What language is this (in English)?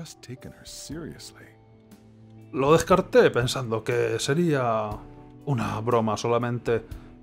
Spanish